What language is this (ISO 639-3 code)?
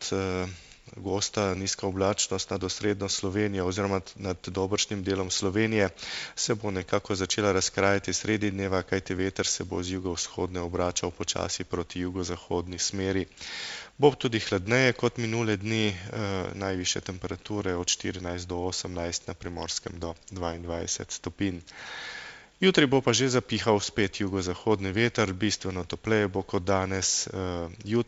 slv